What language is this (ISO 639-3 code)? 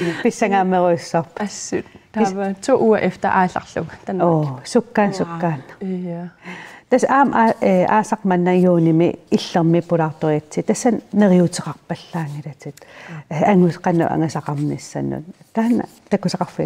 kal